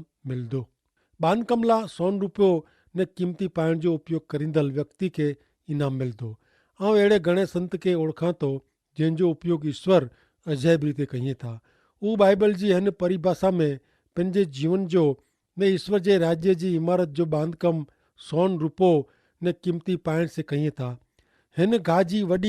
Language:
Kachhi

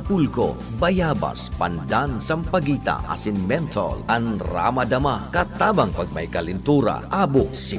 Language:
Bikol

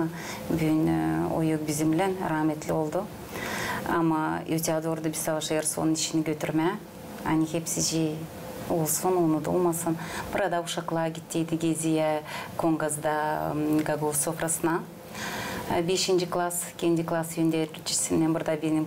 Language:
Gagauz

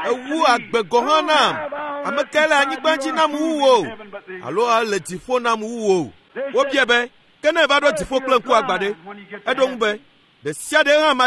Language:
Ewe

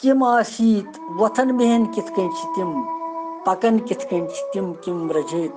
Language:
Kashmiri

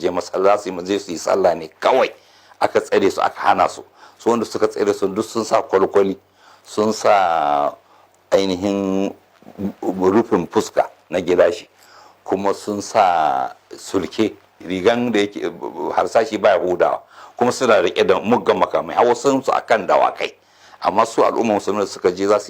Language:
Hausa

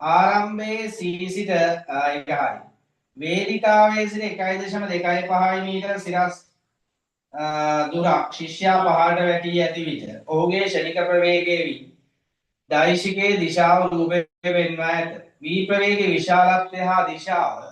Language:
Sinhala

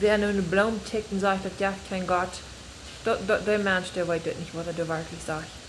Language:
Plautdietsch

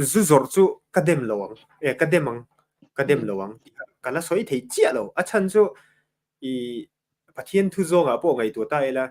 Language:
Mizo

